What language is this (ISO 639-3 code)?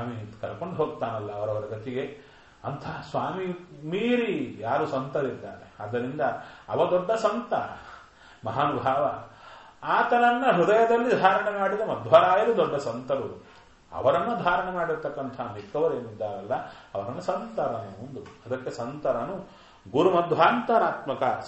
kan